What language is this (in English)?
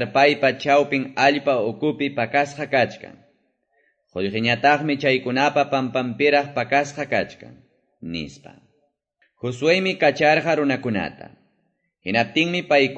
Quechua